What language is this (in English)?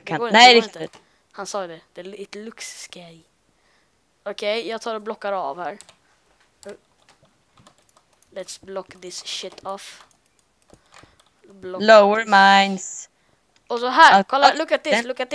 Swedish